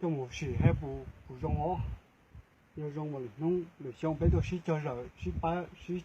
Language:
Hmong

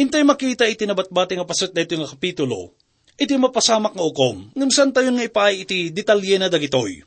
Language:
Iloko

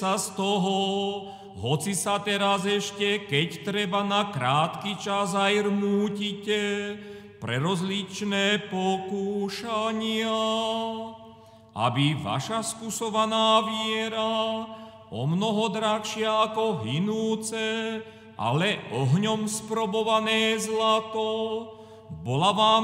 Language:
Slovak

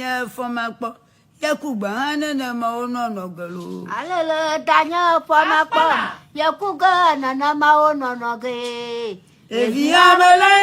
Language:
Ewe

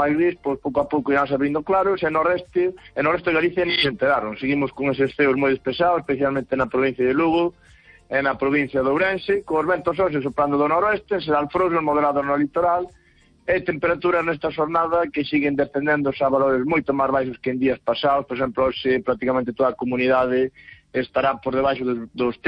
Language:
Galician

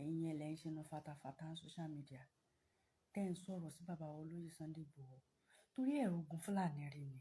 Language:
Yoruba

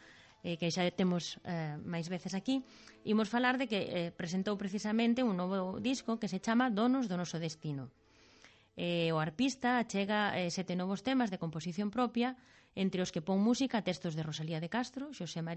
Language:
Galician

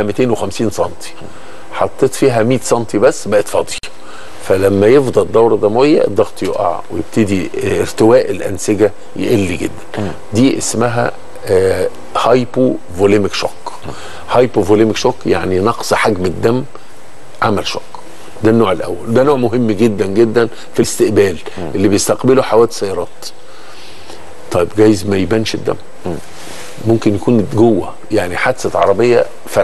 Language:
Egyptian Arabic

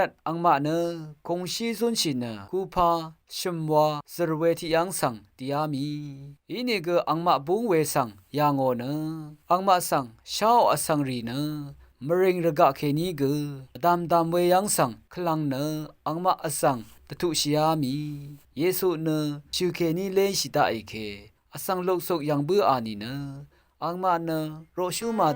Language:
Rawang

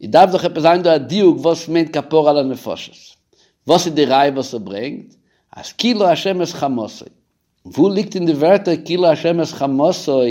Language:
Yiddish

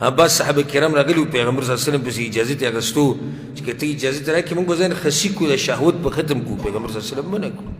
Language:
Pashto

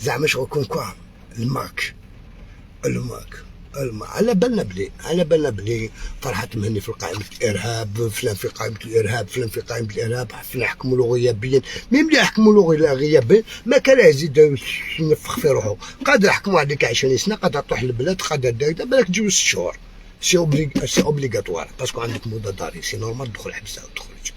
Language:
Algerian Arabic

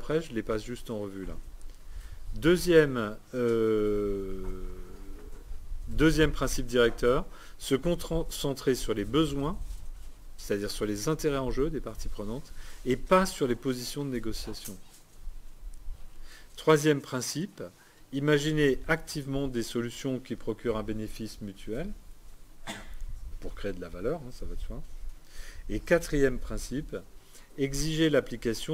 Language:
French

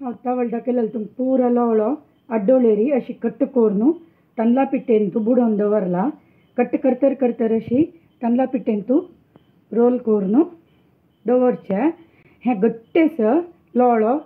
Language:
Konkani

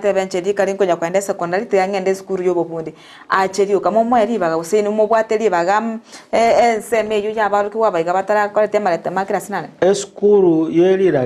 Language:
Gusii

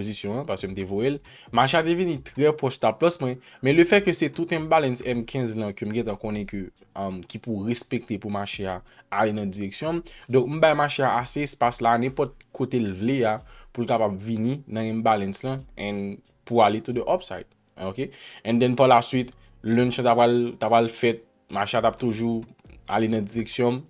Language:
Haitian Creole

